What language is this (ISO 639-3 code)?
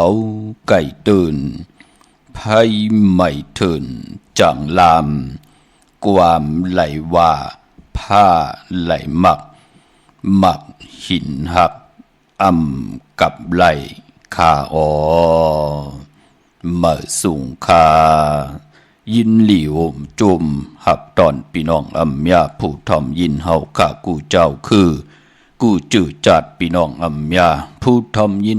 shn